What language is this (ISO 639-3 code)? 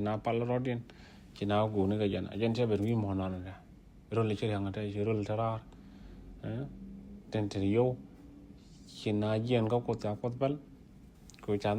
nus